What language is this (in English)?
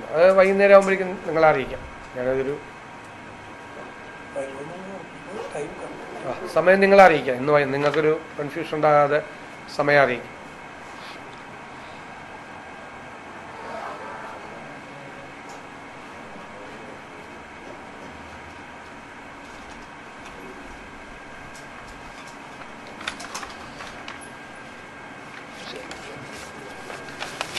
Malayalam